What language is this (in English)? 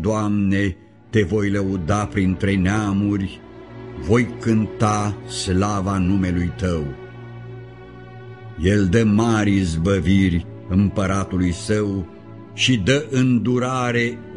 Romanian